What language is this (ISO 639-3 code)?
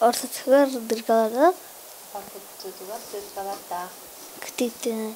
sah